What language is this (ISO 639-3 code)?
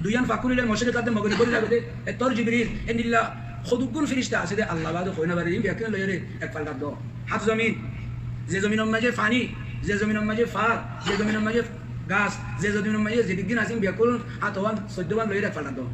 rhg